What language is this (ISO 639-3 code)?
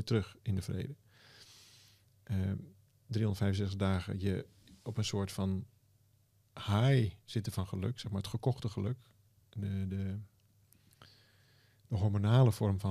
nld